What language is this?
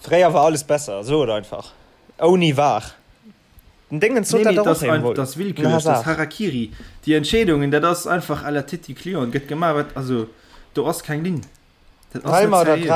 Luxembourgish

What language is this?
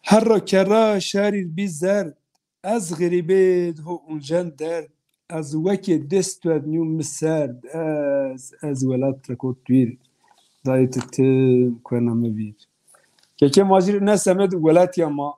Zaza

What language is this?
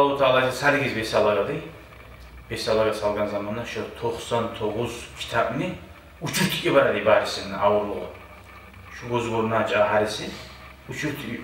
Kumyk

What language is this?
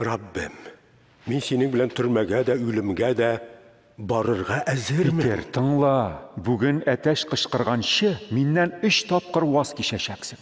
Tatar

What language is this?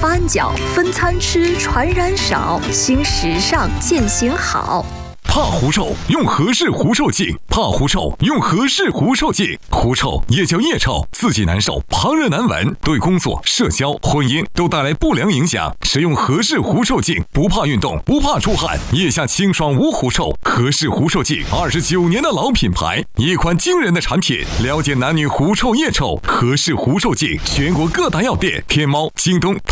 Chinese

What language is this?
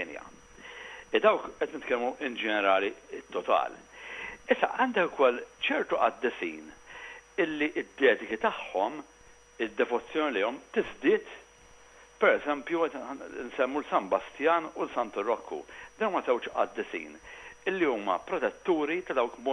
Maltese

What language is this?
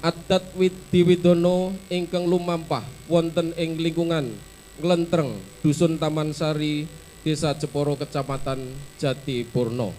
Javanese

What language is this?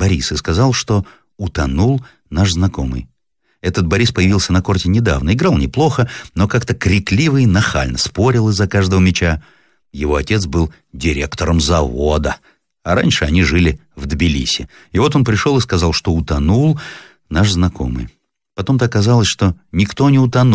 Russian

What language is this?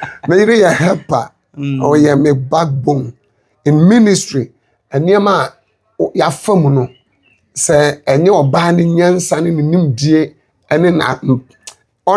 Akan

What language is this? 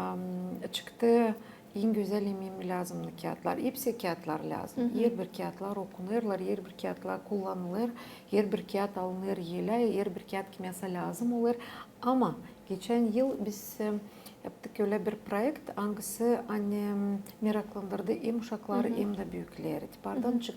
Gagauz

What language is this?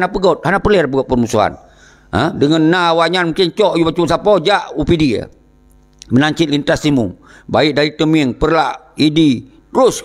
Achinese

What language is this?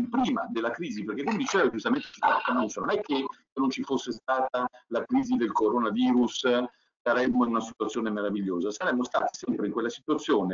Italian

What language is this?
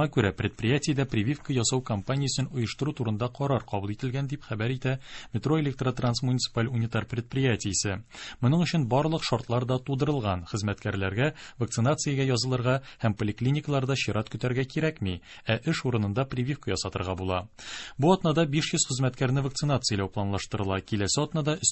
Tatar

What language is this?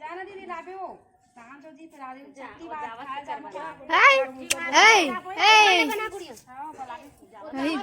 Chhattisgarhi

